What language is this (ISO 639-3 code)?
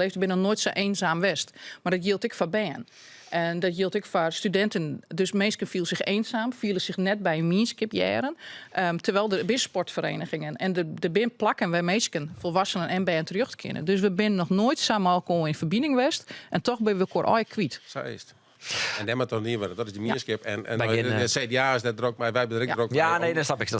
fry